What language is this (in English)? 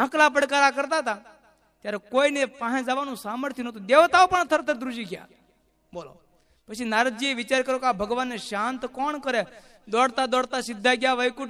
Gujarati